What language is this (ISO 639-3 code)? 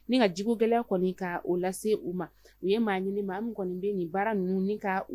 bam